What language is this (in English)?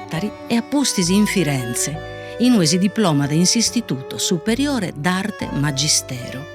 Sardinian